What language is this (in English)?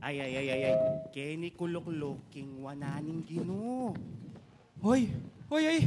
Pampanga